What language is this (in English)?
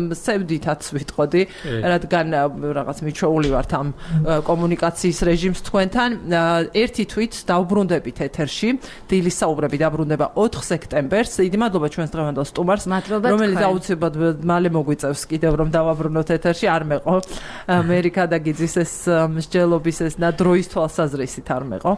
Georgian